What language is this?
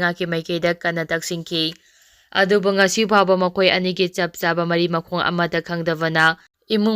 Manipuri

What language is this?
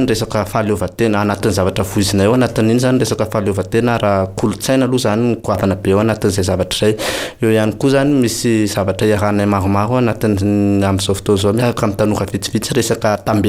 Malagasy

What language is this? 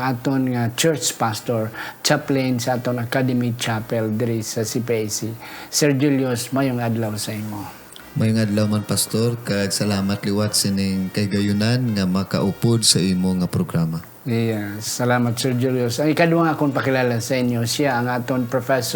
Hiligaynon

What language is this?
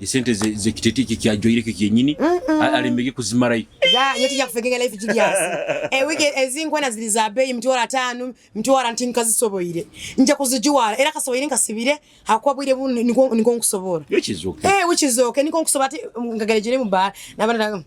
Nyoro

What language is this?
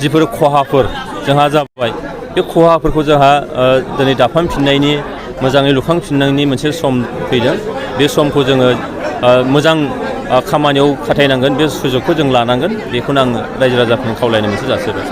Bodo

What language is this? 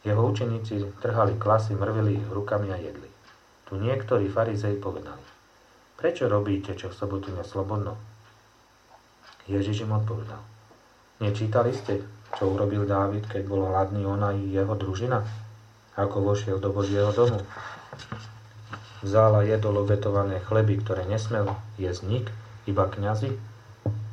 Slovak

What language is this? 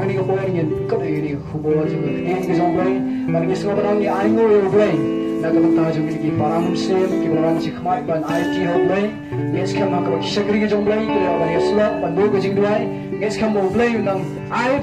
Khasi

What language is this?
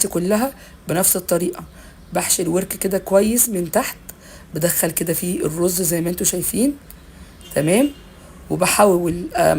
Egyptian Arabic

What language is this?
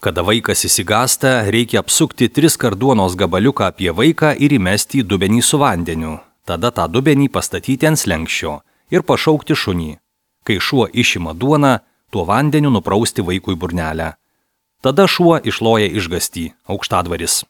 Lithuanian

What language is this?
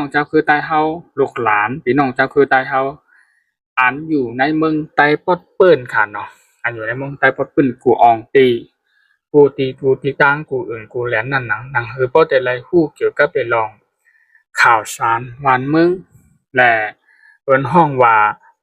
Shan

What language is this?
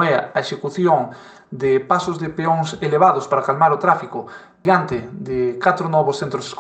Galician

